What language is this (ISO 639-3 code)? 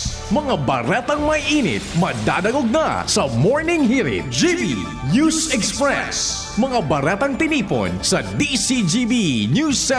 bik